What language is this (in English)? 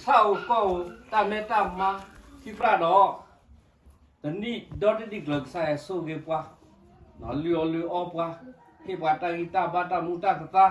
S'gaw Karen